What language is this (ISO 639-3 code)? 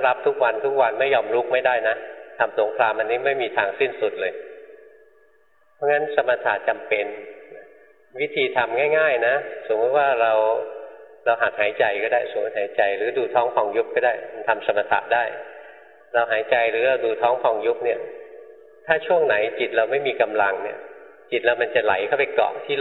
tha